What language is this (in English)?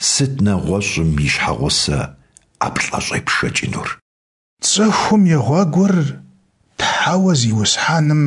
Kabardian